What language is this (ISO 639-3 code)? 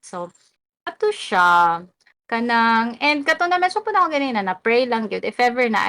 ceb